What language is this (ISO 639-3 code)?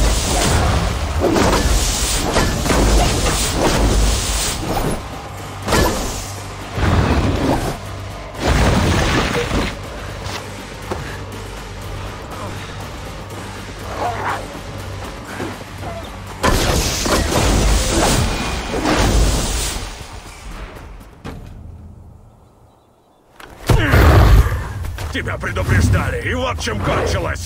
rus